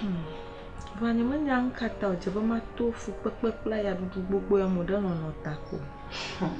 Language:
Ewe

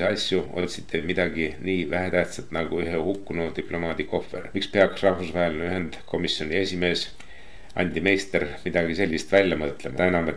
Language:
Estonian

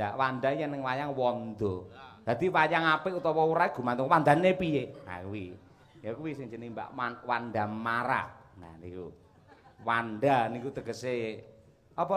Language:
Javanese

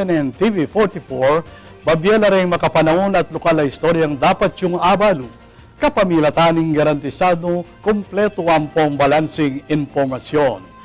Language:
Pampanga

